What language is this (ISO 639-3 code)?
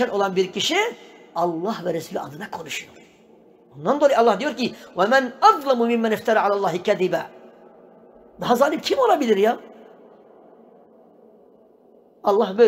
tur